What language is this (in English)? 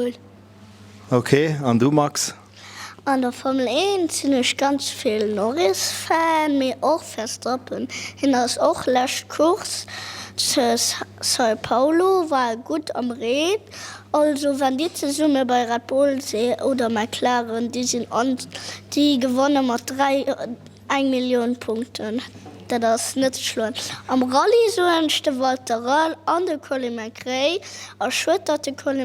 Luxembourgish